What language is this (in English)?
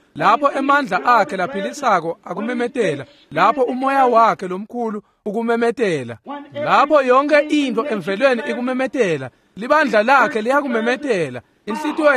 Swati